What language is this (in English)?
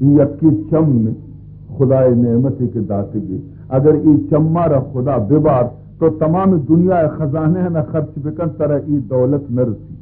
Baluchi